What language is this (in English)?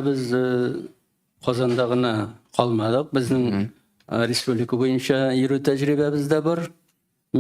Tatar